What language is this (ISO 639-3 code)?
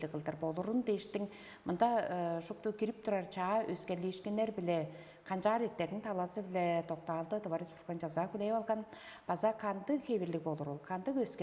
tyv